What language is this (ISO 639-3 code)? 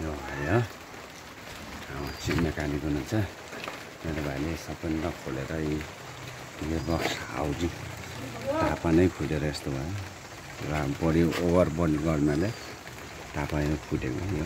nep